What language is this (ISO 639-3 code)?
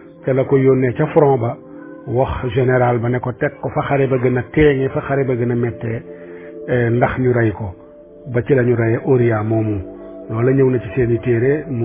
wol